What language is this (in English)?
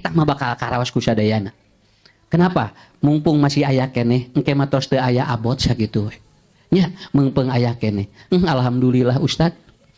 Sundanese